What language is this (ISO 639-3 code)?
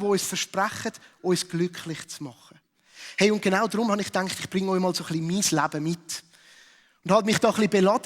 gsw